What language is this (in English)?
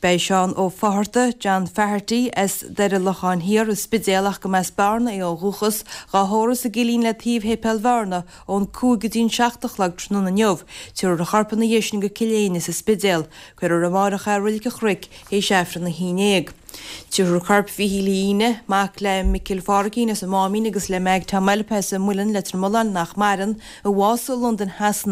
Irish